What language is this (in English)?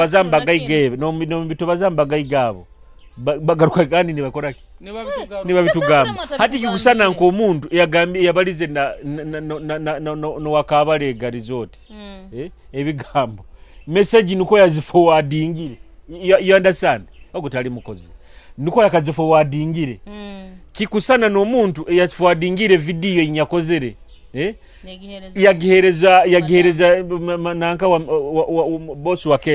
Nyoro